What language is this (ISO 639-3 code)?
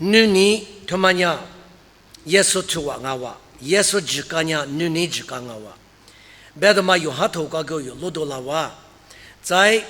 lis